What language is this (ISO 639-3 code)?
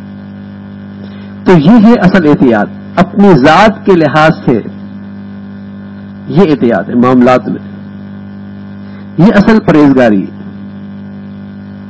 urd